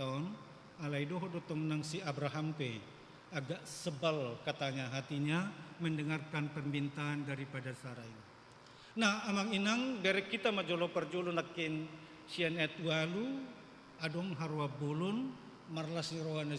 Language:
Batak Toba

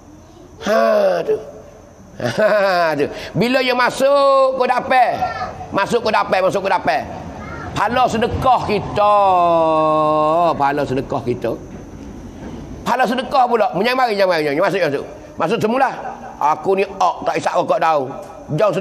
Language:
Pattani Malay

